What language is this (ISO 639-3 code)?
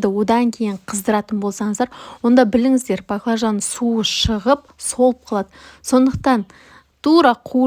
kaz